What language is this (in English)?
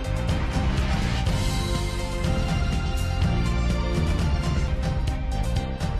Kannada